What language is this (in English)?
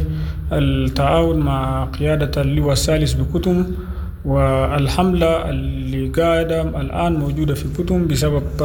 Sudanese Arabic